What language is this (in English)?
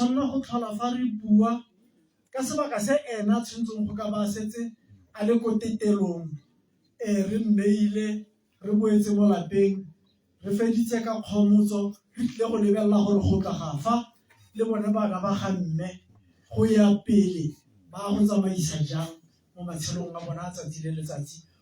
Tswana